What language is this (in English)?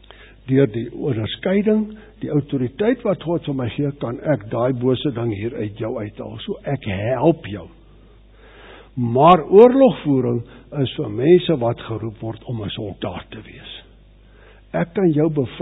Afrikaans